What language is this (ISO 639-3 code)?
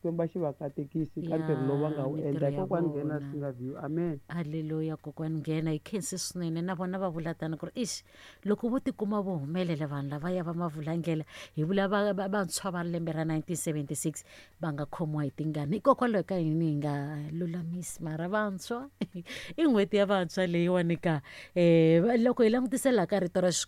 tso